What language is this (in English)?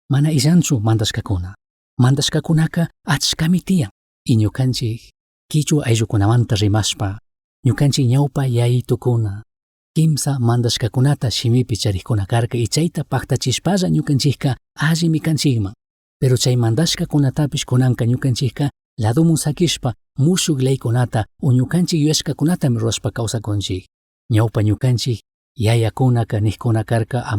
Chimborazo Highland Quichua